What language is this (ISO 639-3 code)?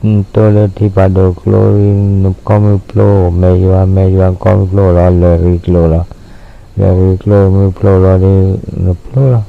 ksw